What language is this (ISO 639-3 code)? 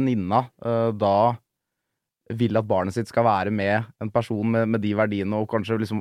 nor